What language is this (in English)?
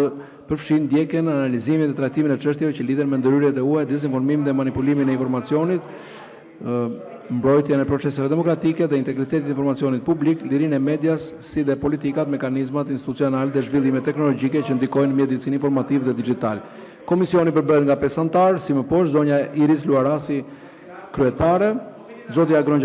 Albanian